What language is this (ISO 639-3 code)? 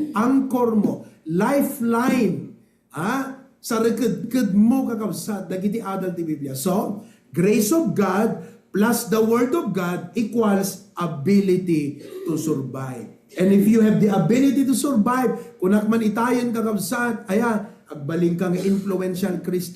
ilo